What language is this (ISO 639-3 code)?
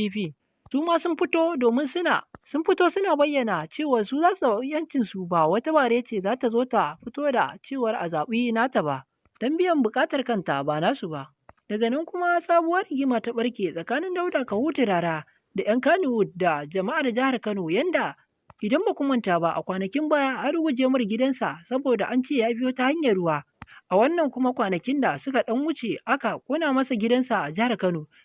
hau